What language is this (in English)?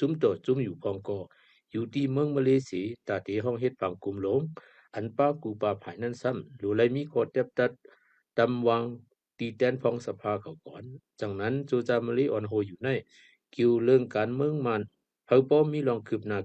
Shan